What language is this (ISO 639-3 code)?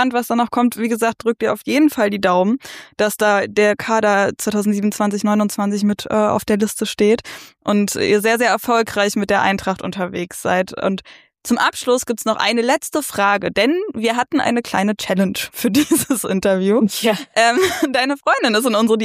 deu